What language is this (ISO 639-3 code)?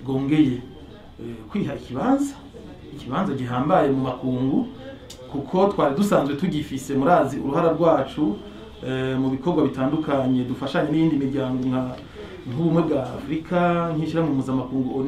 run